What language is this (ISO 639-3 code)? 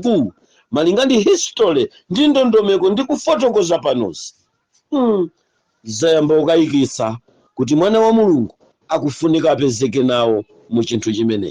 nya